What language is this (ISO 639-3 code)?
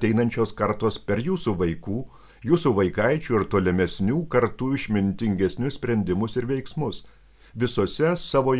lit